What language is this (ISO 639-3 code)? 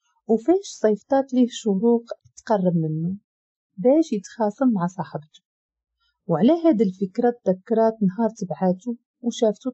ary